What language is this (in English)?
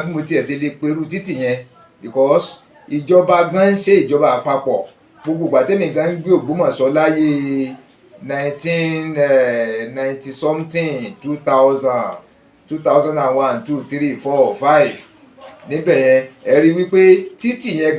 Yoruba